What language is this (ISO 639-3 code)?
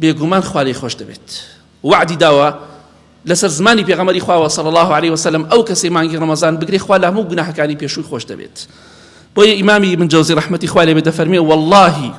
ckb